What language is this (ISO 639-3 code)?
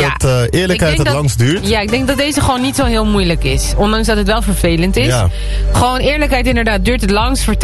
nld